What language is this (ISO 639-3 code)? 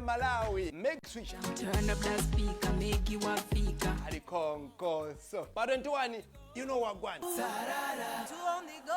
nya